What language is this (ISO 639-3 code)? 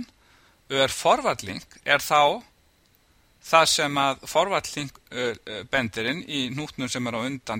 isl